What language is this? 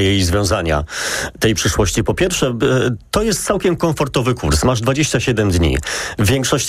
Polish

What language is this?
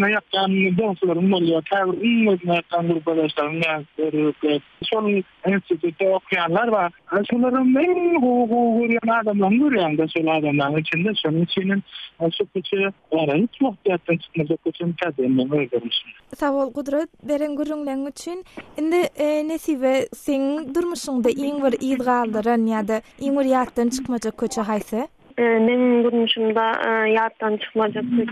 Turkmen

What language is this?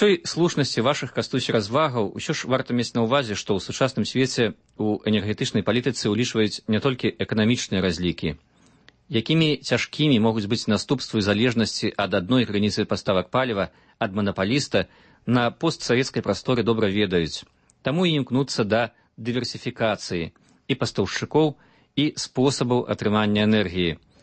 Belarusian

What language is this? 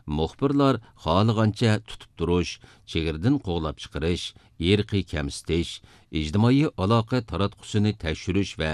Uyghur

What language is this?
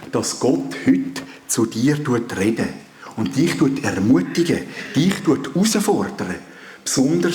Swiss German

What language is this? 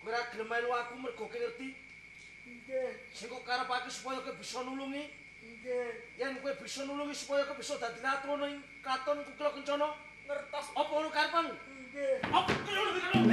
Javanese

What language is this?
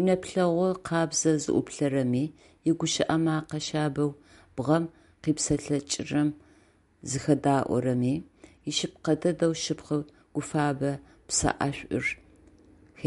Adyghe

